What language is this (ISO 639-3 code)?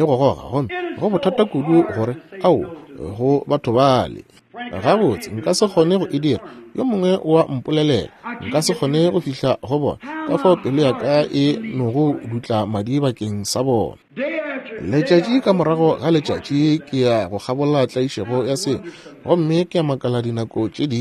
nso